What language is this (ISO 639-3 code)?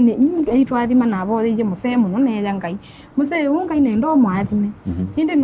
kam